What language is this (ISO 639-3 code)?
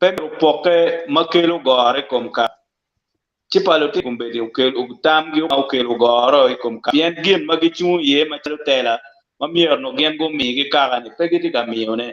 ach